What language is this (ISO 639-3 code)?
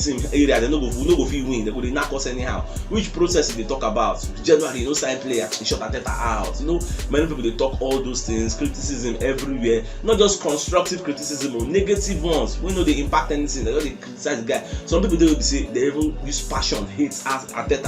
pcm